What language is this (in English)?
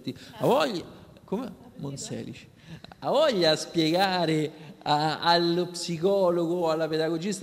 Italian